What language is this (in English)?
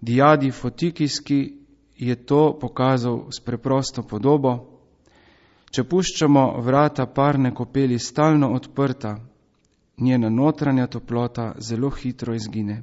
Slovenian